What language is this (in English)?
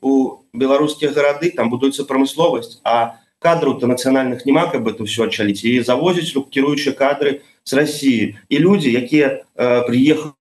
Belarusian